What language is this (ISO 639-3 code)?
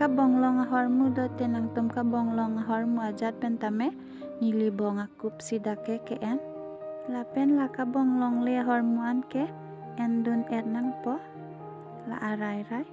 mjw